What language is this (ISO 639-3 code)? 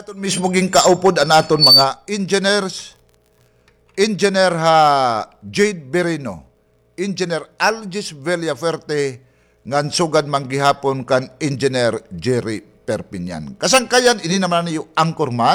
war